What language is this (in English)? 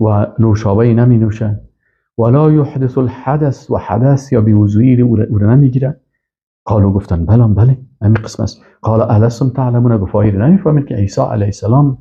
Persian